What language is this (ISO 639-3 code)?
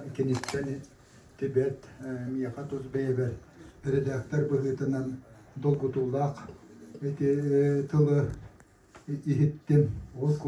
sah